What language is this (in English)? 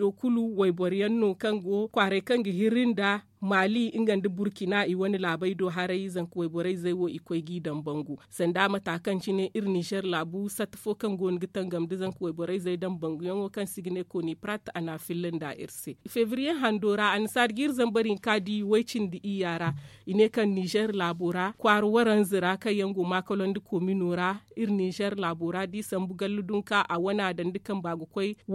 Zarma